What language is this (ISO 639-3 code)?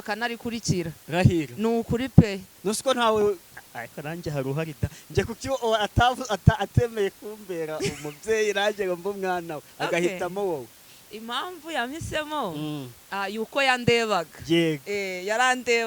kin